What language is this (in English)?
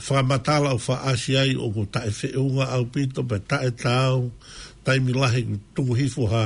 Tongan